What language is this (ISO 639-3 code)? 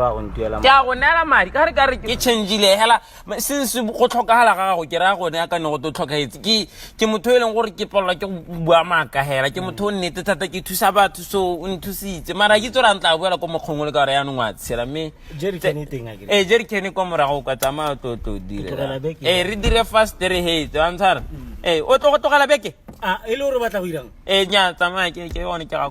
tsn